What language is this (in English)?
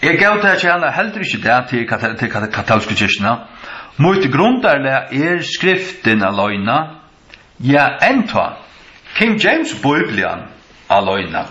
Faroese